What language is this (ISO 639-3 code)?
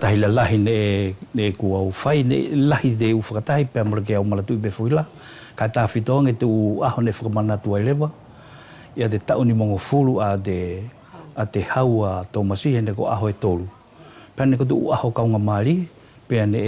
wls